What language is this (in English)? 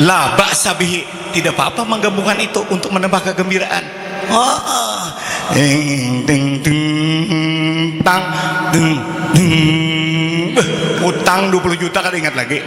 Banjar